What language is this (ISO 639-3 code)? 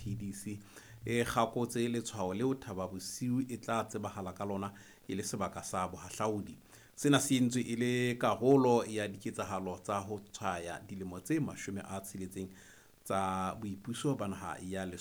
sot